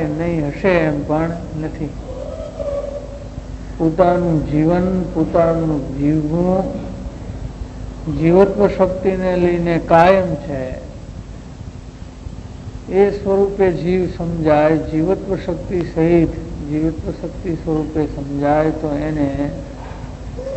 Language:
Gujarati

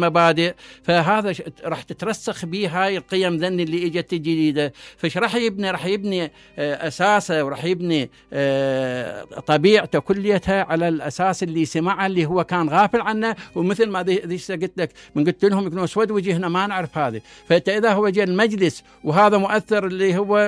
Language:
Mesopotamian Arabic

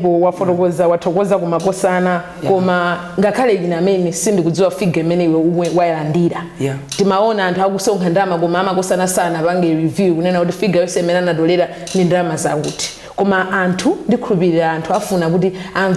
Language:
Nyanja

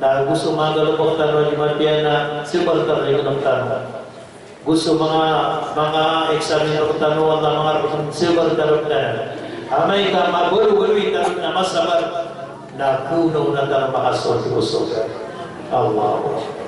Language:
Maranao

